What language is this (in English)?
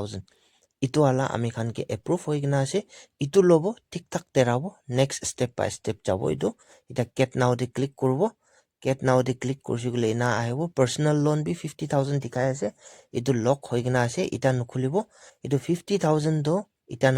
Naga Pidgin